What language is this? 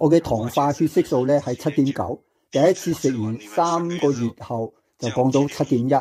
Cantonese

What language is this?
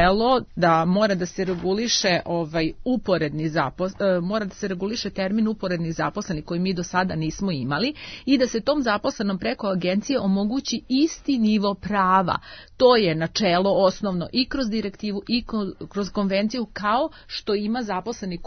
Serbian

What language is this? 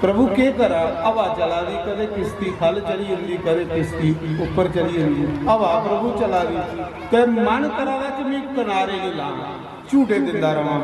Dogri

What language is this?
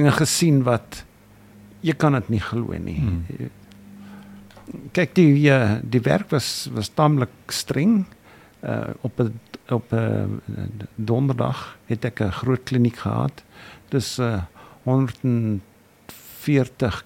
Afrikaans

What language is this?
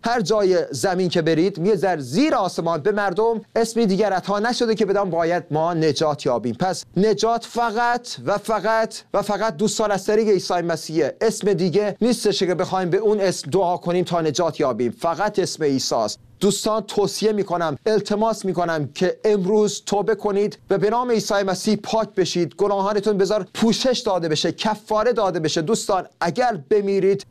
Persian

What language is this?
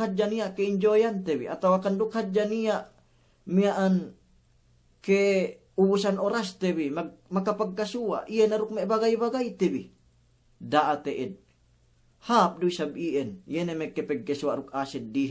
Yakan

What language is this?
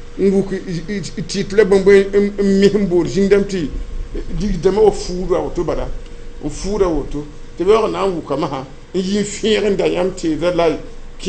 Mossi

